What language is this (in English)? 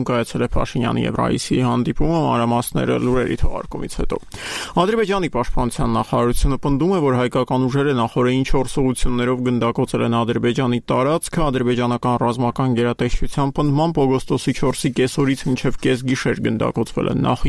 Armenian